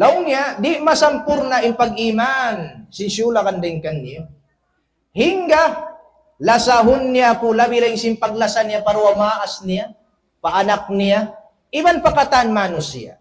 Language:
Tausug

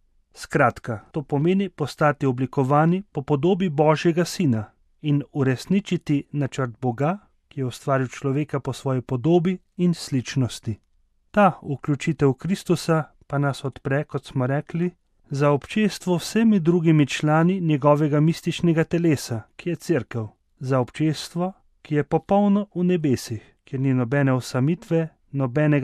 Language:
Slovenian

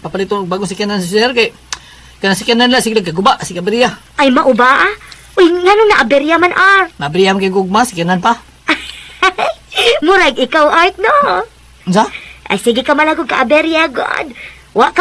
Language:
Cebuano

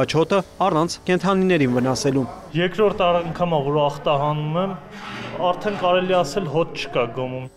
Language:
Armenian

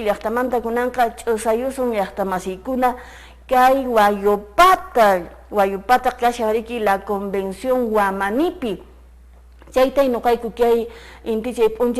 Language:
Quechua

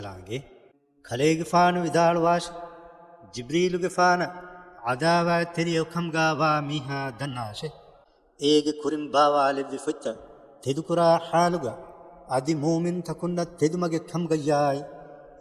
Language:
Divehi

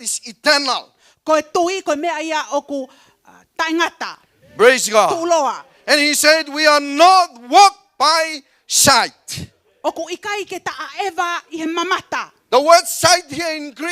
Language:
Tongan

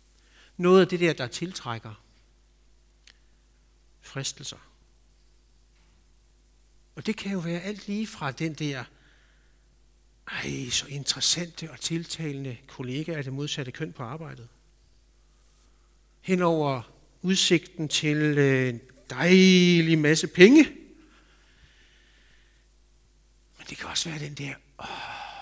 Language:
Danish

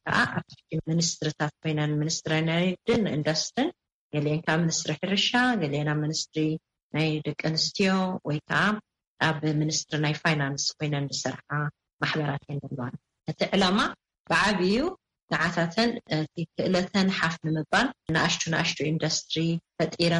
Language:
Tigrinya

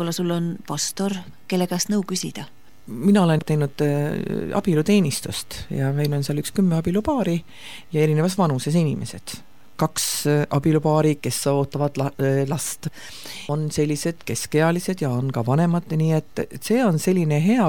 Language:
Estonian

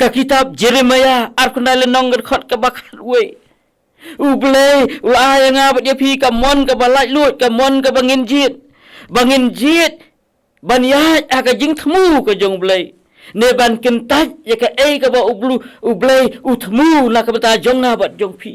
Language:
Khasi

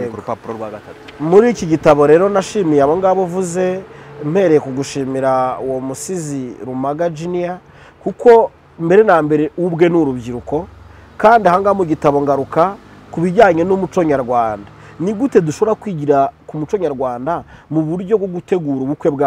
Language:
Kinyarwanda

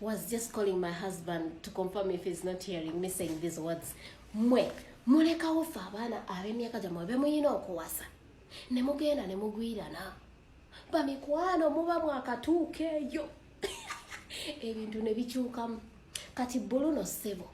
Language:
Ganda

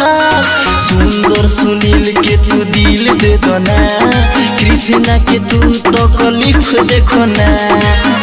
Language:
Bhojpuri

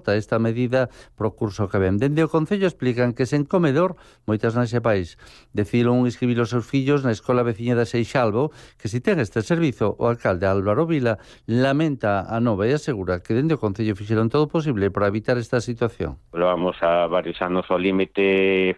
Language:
Galician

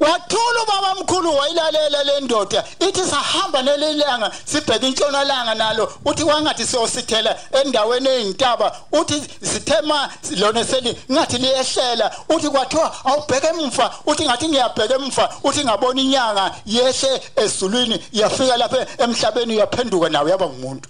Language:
Zulu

